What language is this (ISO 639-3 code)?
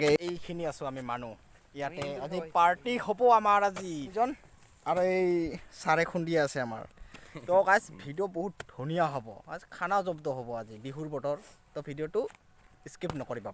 asm